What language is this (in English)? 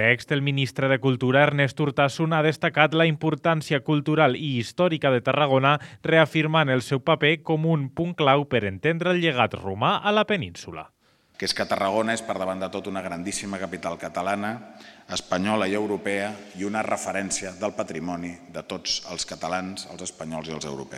Catalan